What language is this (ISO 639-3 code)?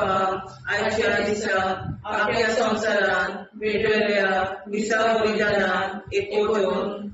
kok